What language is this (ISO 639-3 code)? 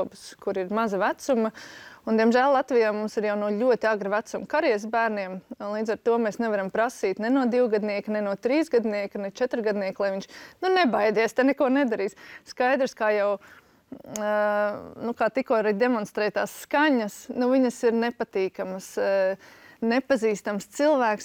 lav